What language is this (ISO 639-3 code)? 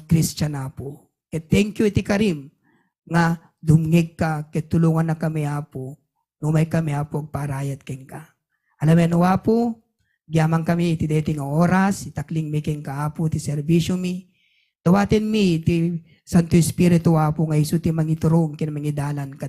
ilo